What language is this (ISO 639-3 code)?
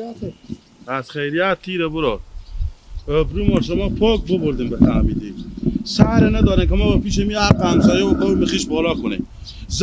haz